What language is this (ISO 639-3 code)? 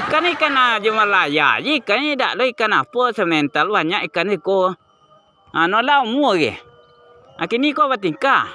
min